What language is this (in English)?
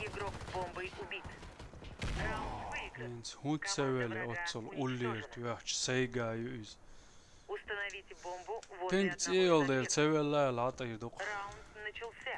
Chechen